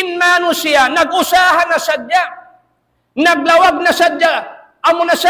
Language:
Tausug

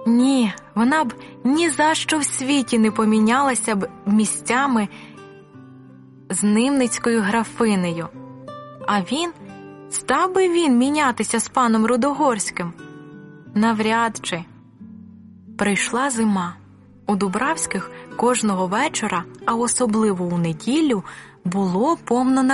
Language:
Ukrainian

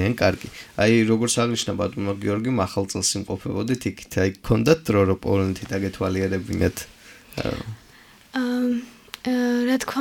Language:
Georgian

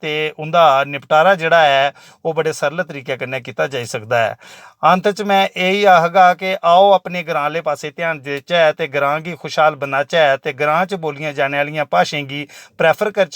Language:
Dogri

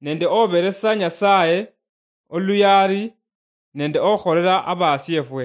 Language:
Luyia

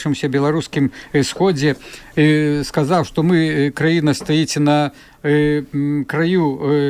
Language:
Belarusian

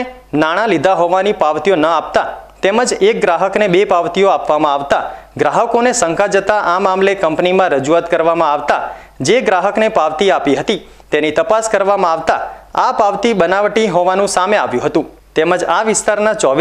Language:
Gujarati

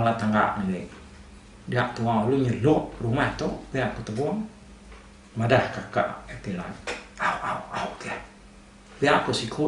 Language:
Iban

